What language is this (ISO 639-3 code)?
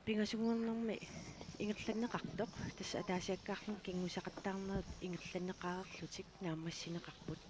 kal